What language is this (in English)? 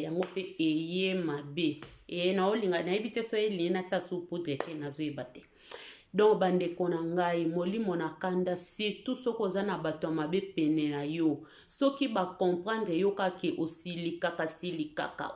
Lingala